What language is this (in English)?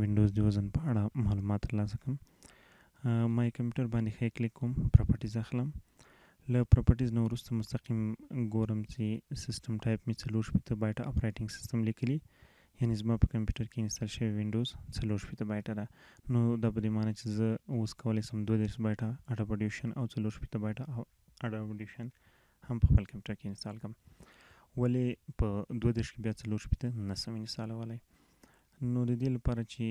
Pashto